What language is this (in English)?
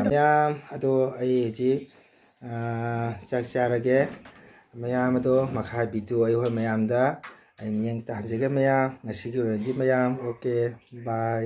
Manipuri